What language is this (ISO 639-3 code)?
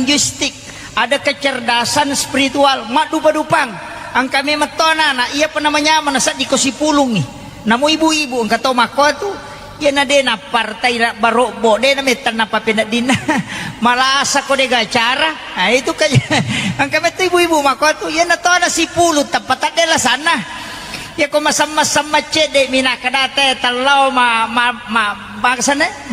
bug